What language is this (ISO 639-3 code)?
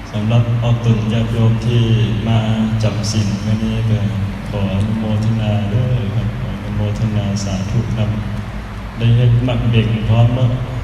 tts